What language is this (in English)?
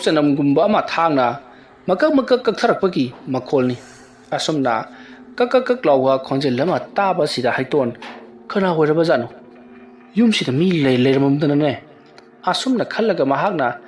Manipuri